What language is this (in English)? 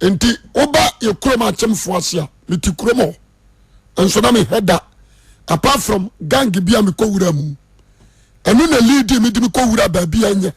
Akan